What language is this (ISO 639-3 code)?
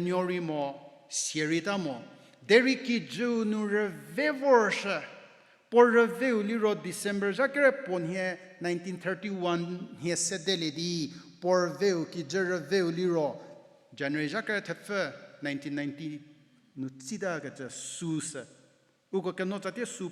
njm